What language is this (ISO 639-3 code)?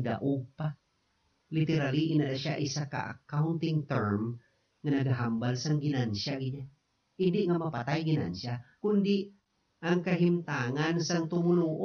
hil